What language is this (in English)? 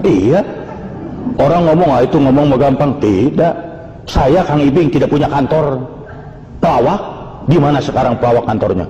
Sundanese